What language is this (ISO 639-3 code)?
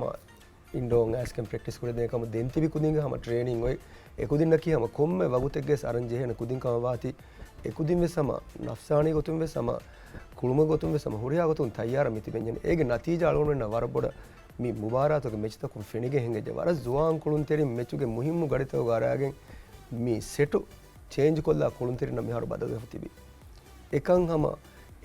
div